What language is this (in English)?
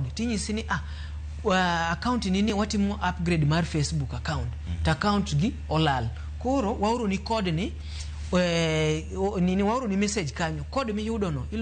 Luo (Kenya and Tanzania)